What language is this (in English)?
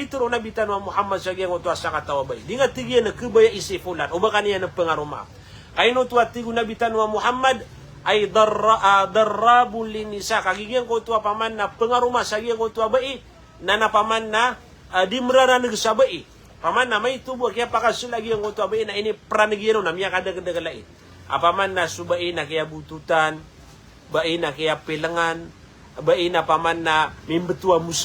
Maranao